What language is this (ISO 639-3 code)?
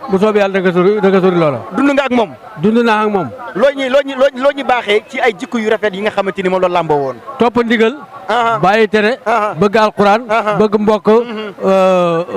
wol